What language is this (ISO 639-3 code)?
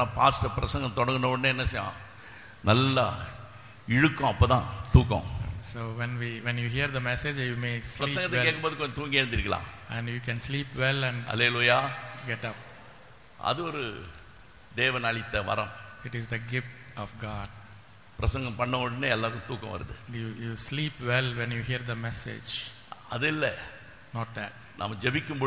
tam